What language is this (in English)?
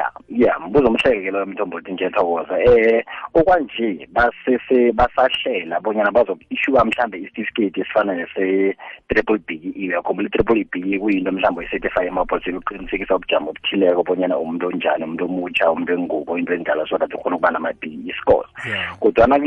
South Ndebele